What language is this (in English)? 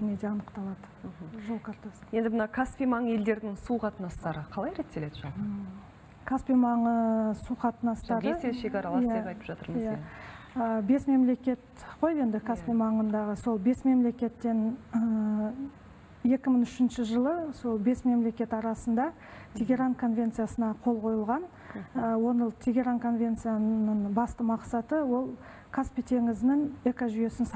Kazakh